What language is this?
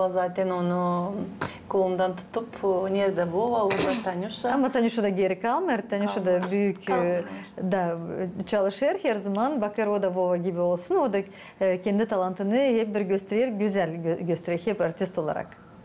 Gagauz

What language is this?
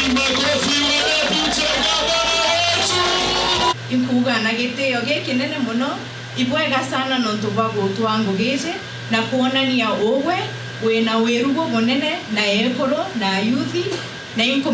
Meru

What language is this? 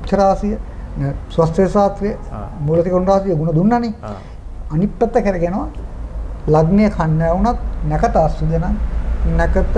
Sinhala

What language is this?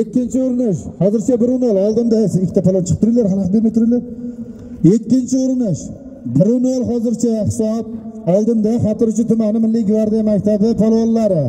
Uzbek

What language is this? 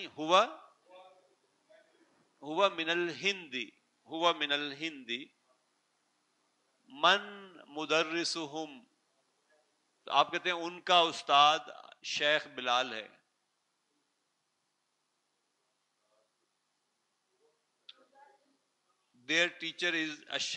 Urdu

